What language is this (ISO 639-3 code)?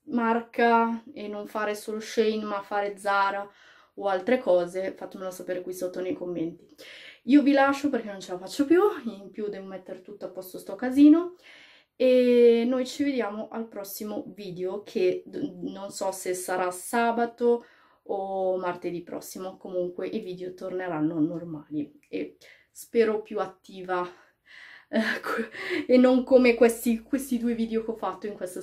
ita